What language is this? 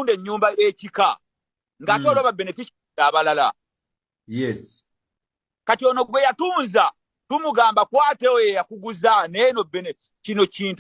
Ganda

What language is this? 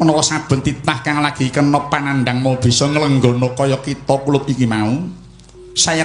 Javanese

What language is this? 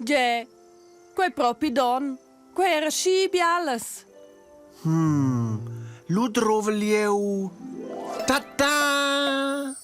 Romansh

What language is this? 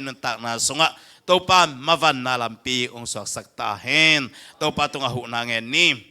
Tedim Chin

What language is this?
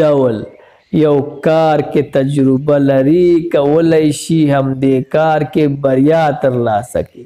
Pashto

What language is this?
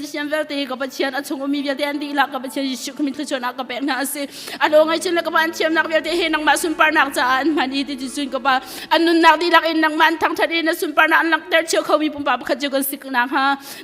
Hakha Chin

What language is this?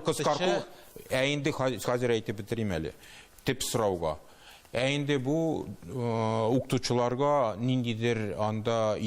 Tatar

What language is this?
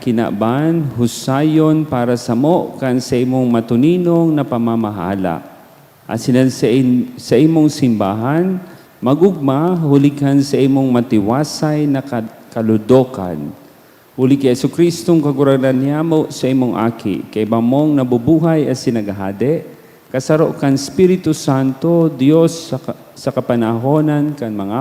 Bikol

